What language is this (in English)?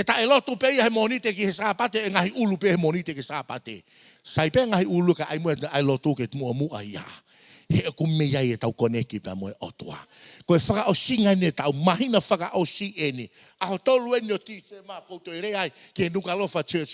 Tongan